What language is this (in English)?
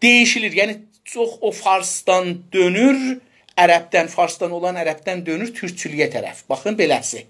South Azerbaijani